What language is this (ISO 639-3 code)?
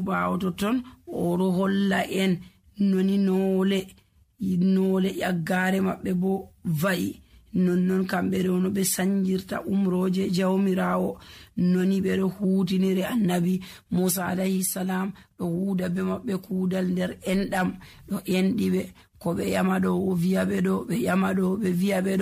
fuv